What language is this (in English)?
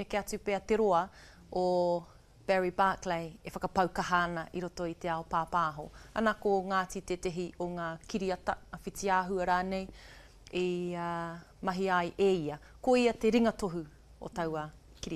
Māori